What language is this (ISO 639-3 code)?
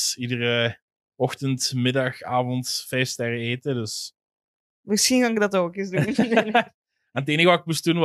nld